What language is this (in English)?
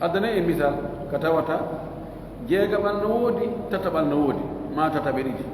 Pular